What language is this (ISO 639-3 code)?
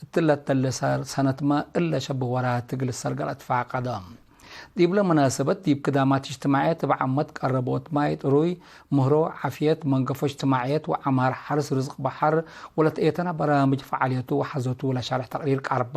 tig